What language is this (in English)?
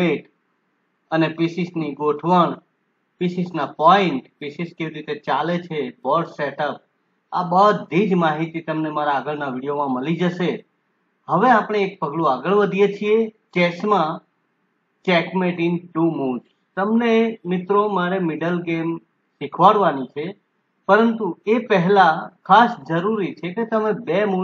Gujarati